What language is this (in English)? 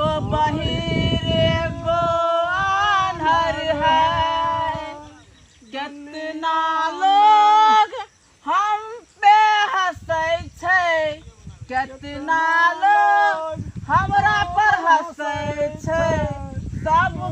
Maithili